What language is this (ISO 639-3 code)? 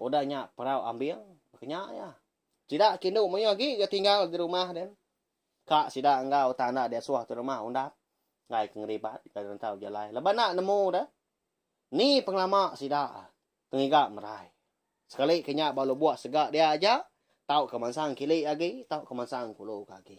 iba